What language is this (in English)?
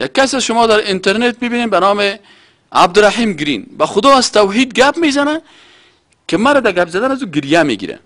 Persian